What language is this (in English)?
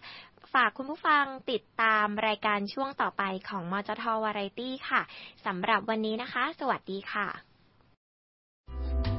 Thai